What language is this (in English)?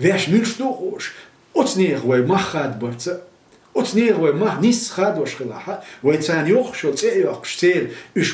Chechen